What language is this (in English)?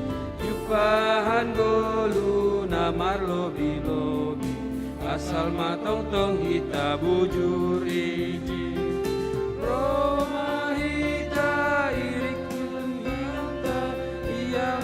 Batak Simalungun